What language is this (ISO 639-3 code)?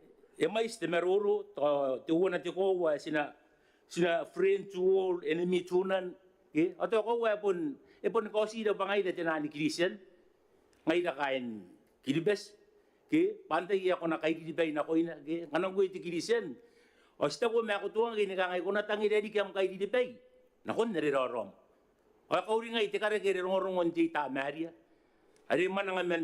gil